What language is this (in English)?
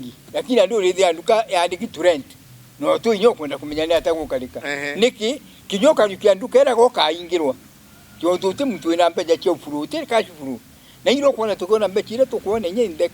Meru